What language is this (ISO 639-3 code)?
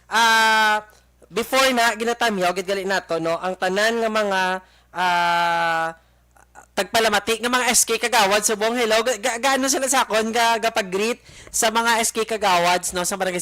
hil